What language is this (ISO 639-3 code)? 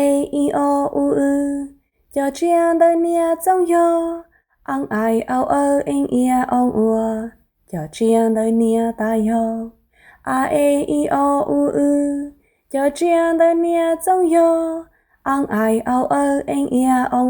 hmn